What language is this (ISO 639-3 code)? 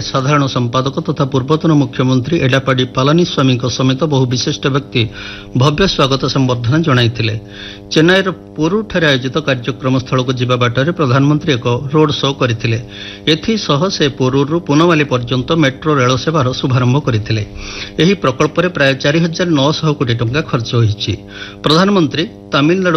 ori